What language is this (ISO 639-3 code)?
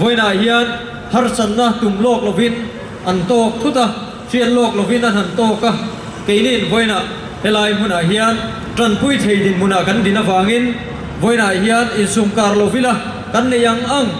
lus